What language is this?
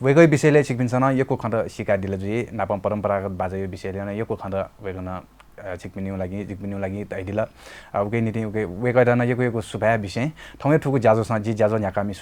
Newari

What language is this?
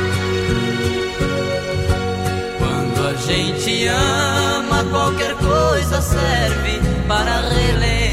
Portuguese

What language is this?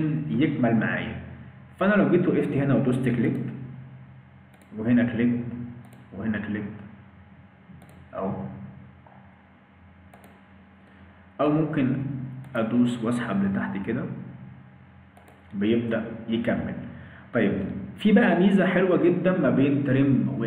Egyptian Arabic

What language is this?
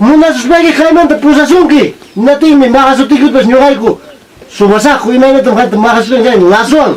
Ayacucho Quechua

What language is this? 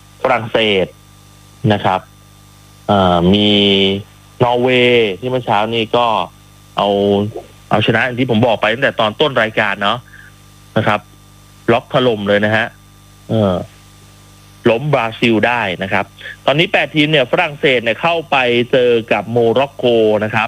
Thai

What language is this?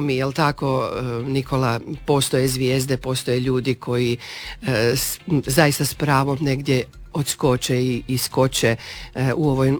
Croatian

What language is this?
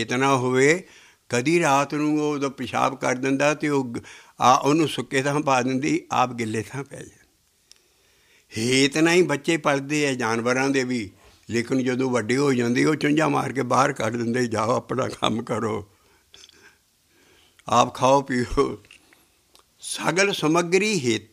Punjabi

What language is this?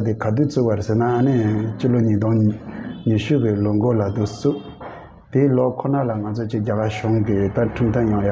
Tibetan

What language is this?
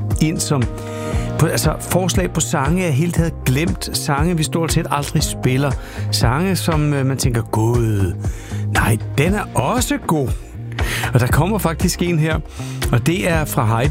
Danish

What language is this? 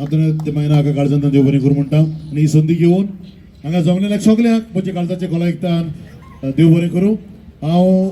Konkani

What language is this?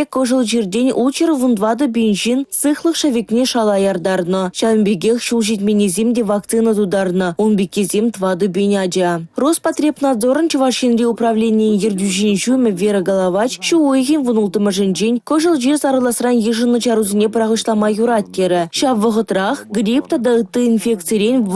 Chuvash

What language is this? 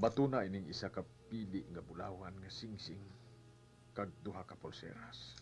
Hiligaynon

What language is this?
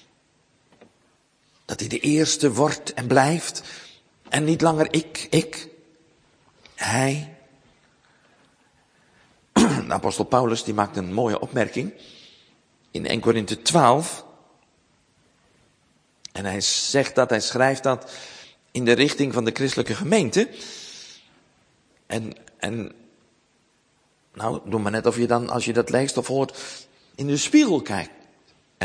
Dutch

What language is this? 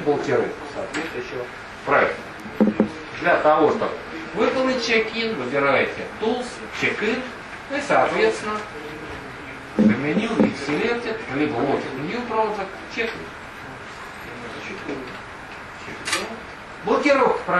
Russian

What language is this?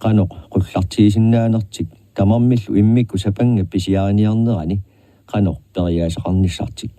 Kalaallisut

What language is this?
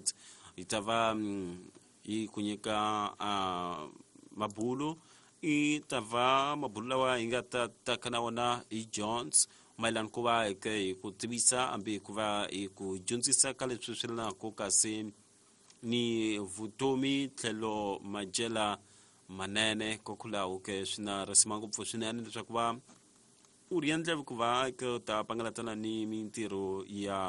Tsonga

